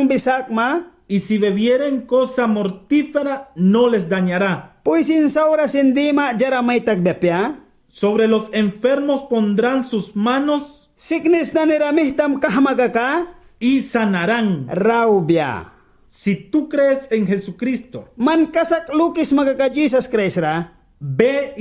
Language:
Mískito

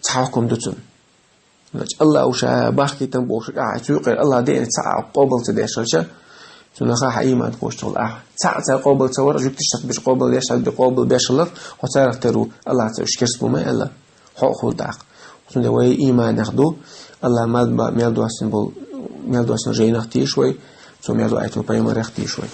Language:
Chechen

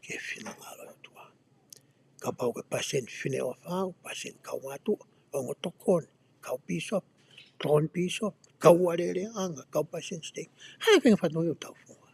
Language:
Tongan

